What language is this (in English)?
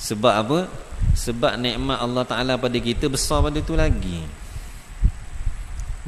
Malay